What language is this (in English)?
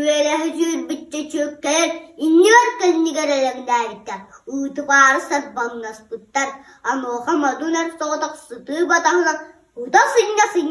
Yakut